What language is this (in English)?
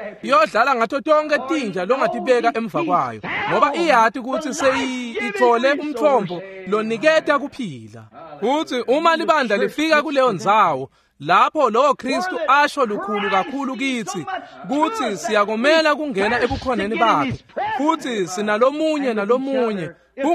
Swati